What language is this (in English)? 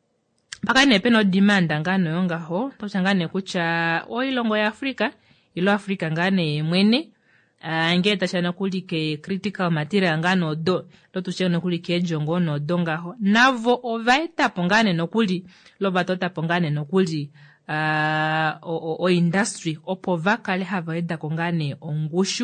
Kuanyama